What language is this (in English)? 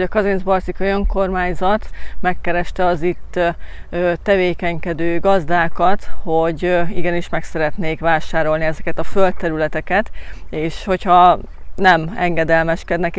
Hungarian